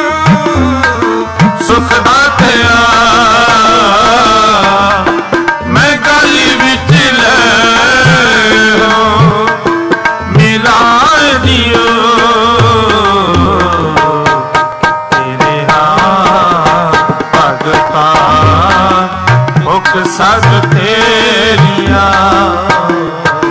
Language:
Punjabi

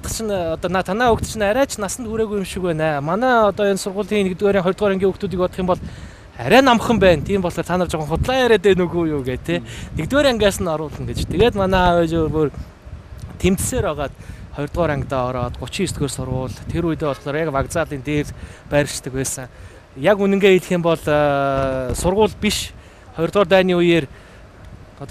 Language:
Mongolian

